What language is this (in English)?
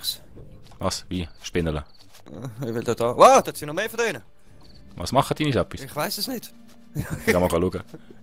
Swiss German